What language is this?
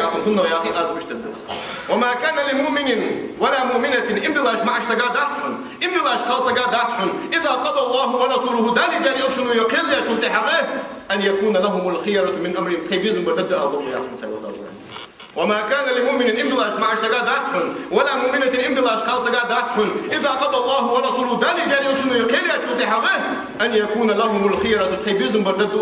Ingush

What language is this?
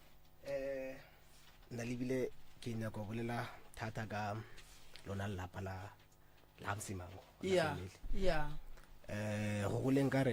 Northern Sotho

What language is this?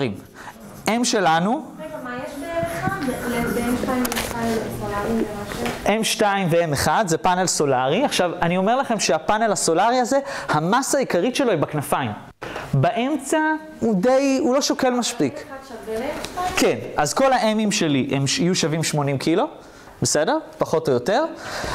Hebrew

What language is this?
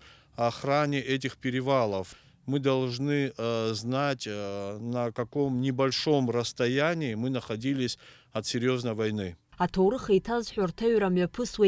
Abkhazian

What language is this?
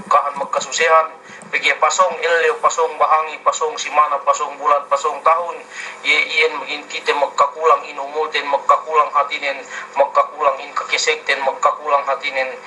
Yakan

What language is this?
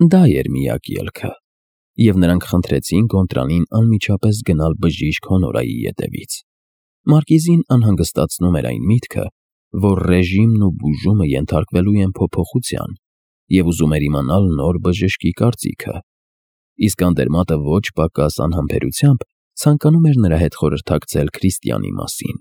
Armenian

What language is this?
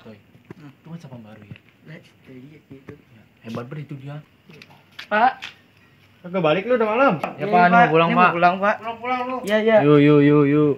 Betawi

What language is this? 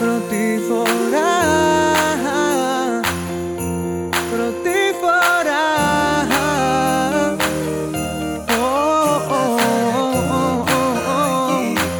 Greek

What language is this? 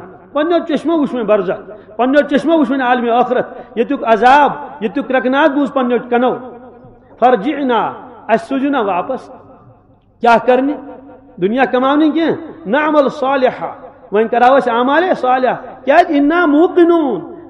Kashmiri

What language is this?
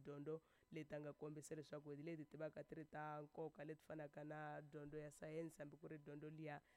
Tsonga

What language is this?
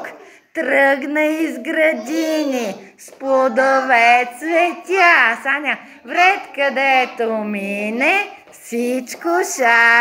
Bulgarian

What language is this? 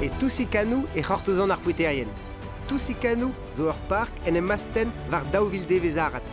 Breton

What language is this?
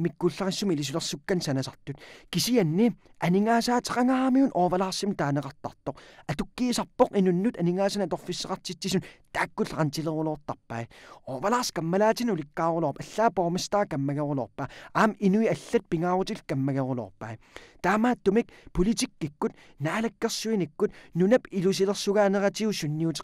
Kalaallisut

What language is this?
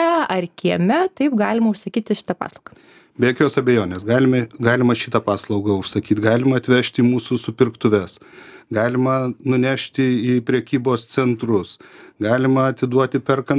Lithuanian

